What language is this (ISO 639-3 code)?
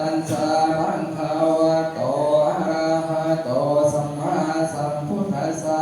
pli